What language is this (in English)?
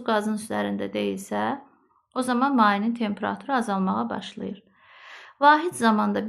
Azerbaijani